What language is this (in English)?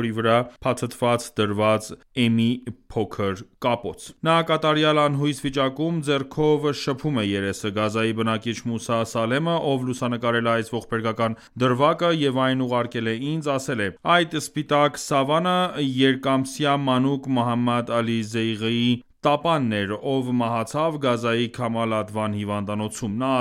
Armenian